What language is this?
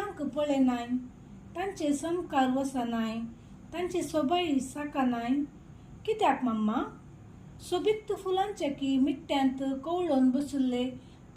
Konkani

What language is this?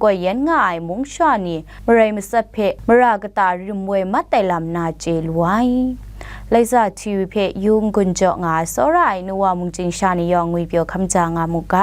Kachin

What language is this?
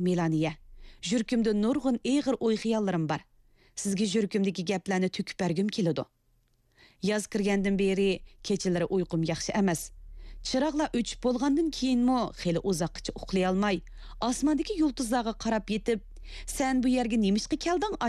Uyghur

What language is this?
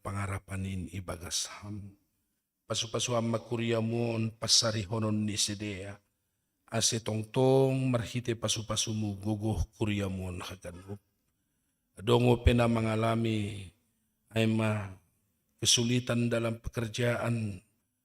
Batak Simalungun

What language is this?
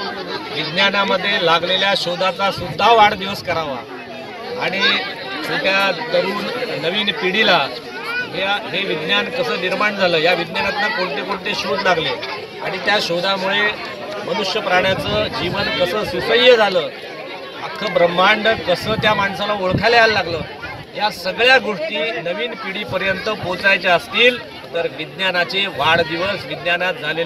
Marathi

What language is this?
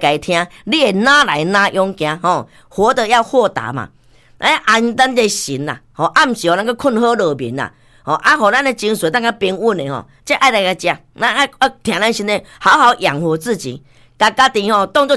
Min Nan Chinese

